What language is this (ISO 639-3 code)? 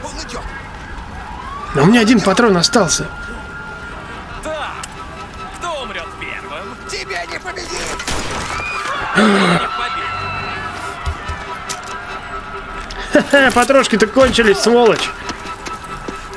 rus